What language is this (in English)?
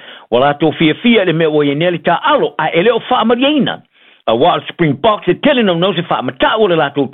Samoan